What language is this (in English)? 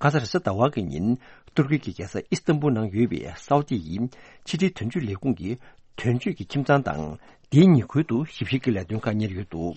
Tibetan